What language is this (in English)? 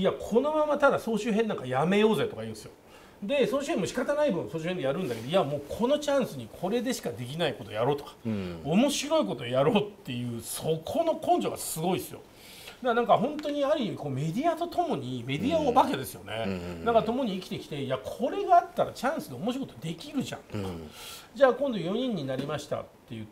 Japanese